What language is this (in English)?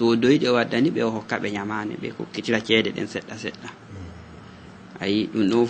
Fula